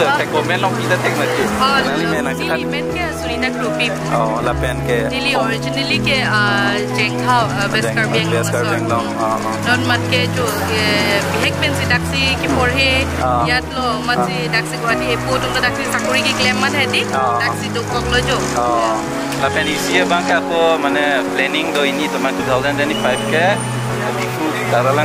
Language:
Karbi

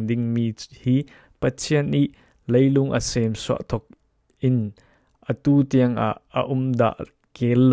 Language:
Falam Chin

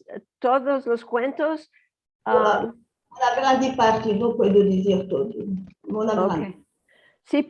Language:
Ladino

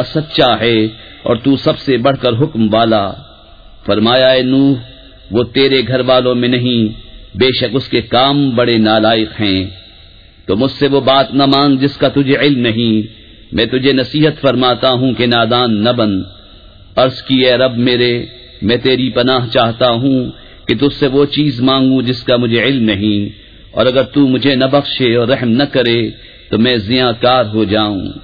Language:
Urdu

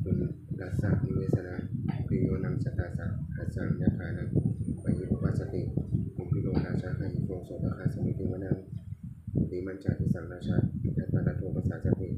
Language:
Pali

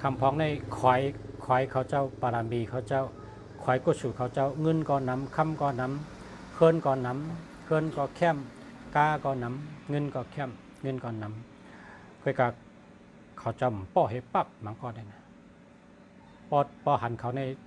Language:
Shan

